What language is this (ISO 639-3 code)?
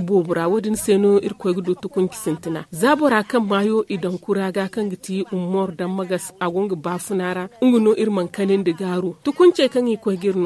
dje